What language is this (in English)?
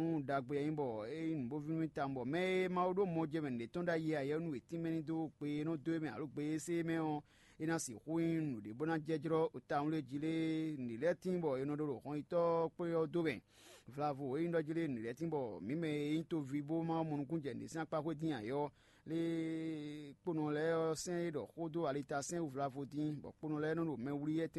Fon